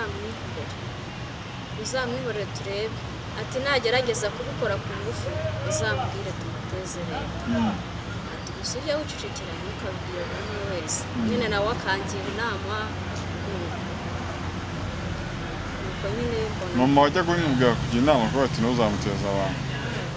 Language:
Kinyarwanda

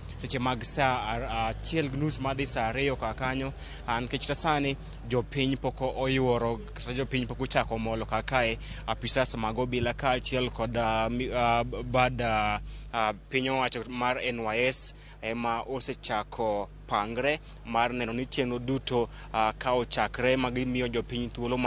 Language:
Luo (Kenya and Tanzania)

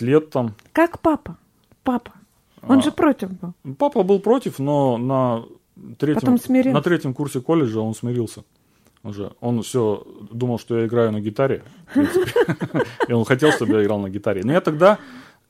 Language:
Russian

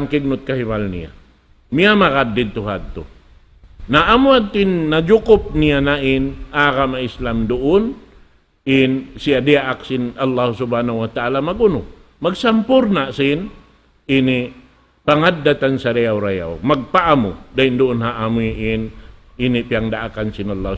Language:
Tausug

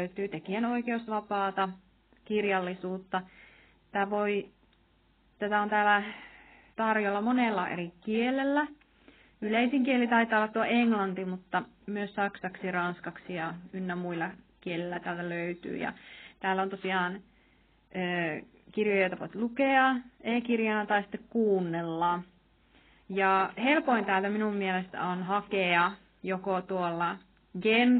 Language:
Finnish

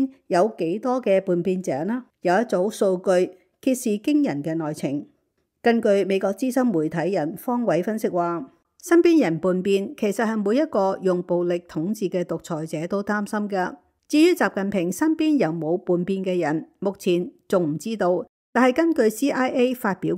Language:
Cantonese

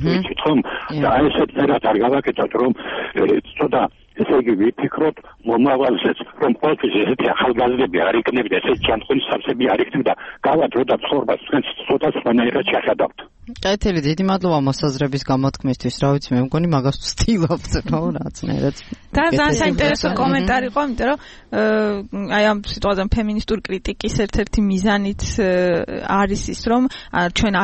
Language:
Georgian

